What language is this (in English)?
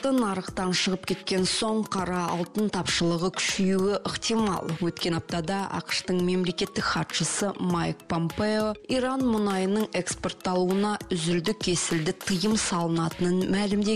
Kazakh